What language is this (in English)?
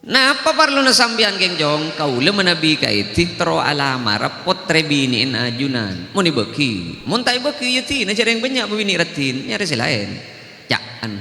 Madurese